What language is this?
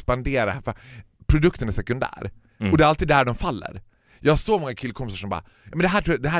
Swedish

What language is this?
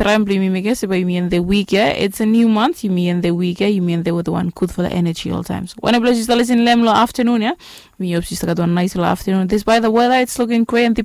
Bislama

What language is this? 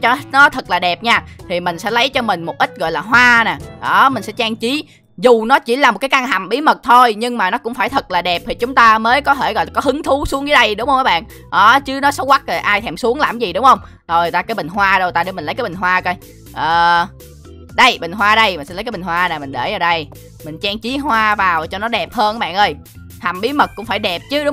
Vietnamese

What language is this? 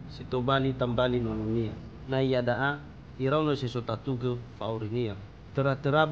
Nias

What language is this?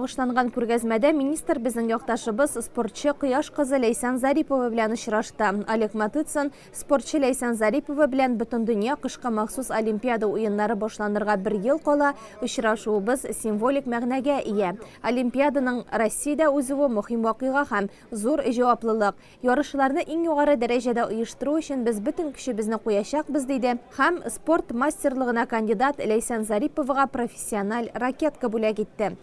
Tatar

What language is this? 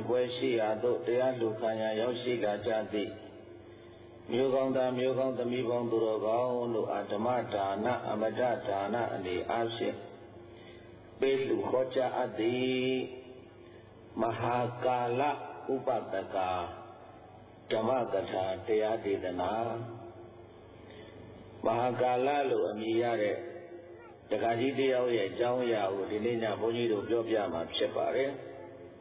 Burmese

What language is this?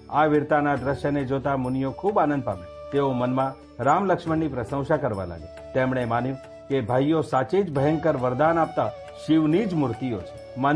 Gujarati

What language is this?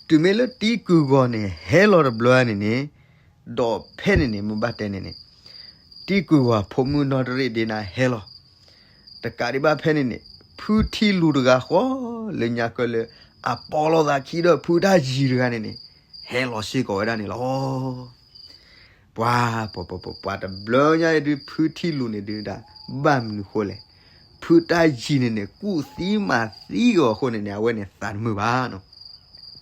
S'gaw Karen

